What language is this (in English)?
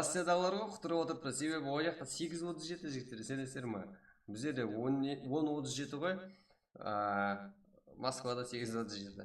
Kara-Kalpak